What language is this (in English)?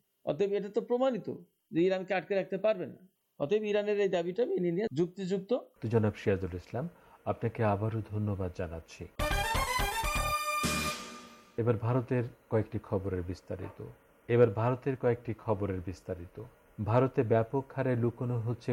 Bangla